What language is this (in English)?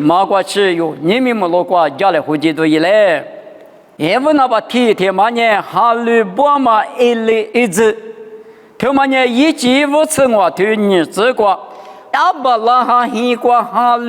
Lisu